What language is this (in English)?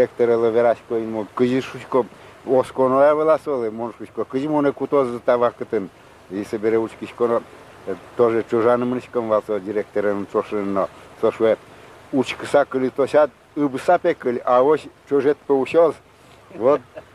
Udmurt